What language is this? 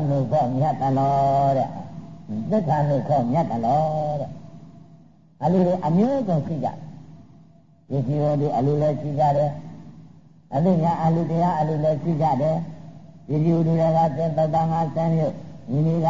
Burmese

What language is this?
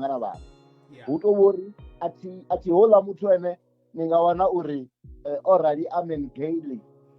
Venda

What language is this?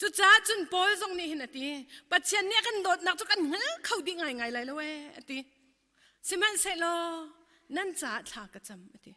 Hakha Chin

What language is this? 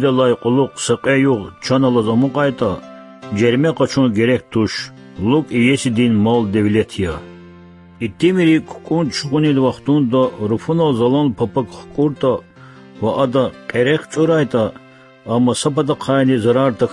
Lezghian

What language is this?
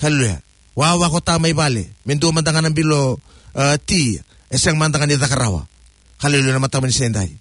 Fijian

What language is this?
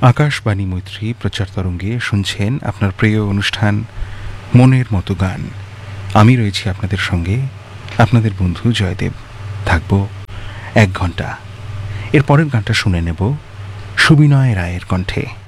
Bangla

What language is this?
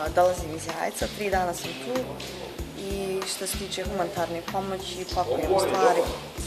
Bosnian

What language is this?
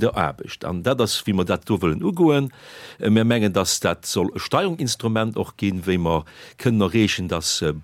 Luxembourgish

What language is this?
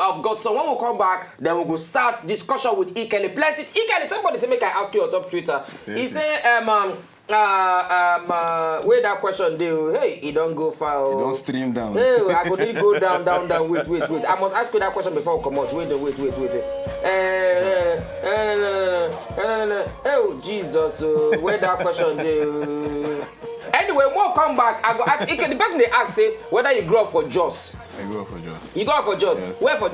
Nigerian Pidgin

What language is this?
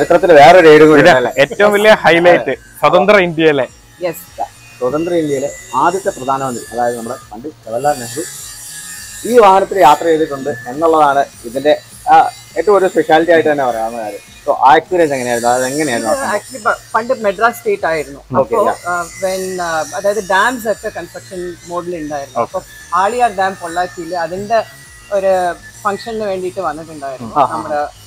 Malayalam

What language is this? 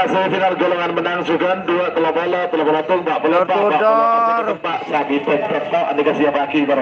Madurese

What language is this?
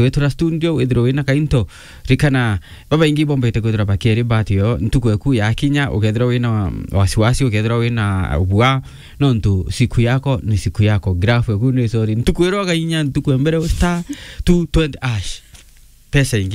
Meru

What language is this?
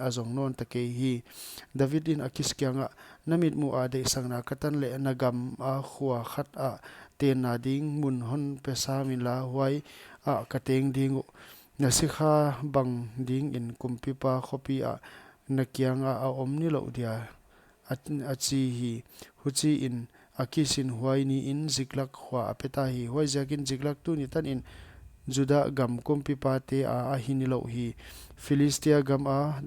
Paite Chin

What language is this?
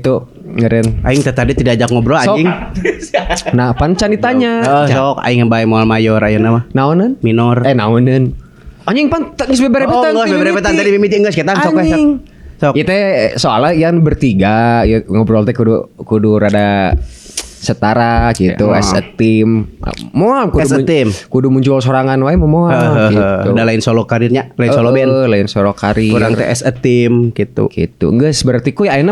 Sundanese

